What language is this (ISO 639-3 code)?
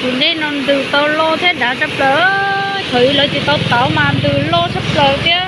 hmn